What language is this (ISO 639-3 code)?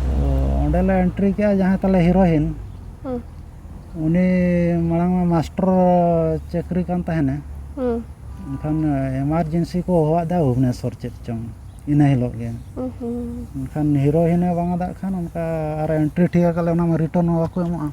sat